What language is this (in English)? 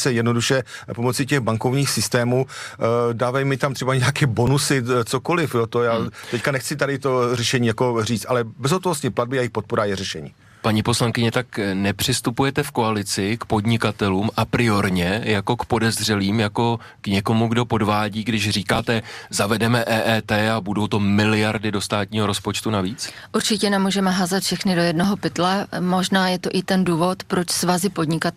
Czech